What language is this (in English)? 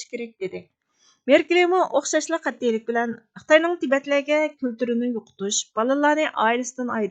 Uyghur